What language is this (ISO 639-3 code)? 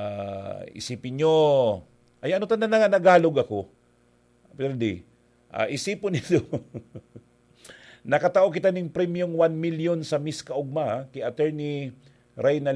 bik